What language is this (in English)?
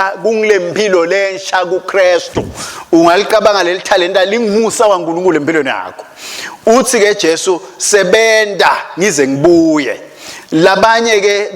Swati